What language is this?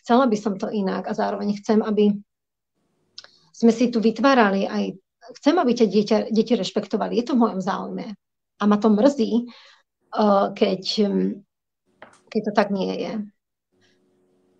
Slovak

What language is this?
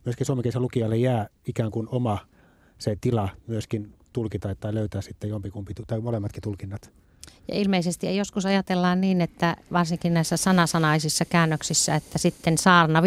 Finnish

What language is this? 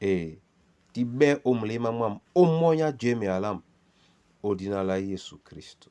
Duala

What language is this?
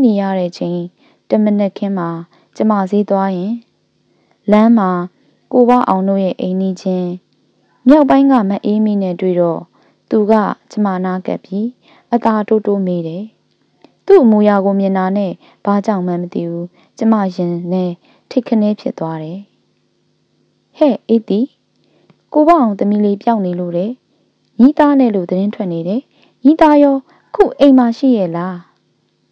Burmese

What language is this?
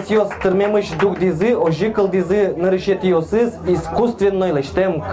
Udmurt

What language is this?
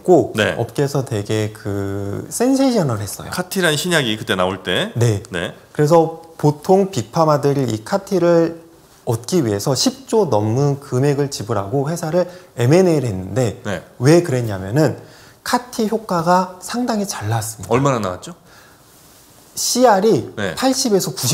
Korean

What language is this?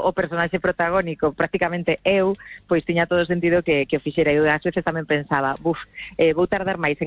Galician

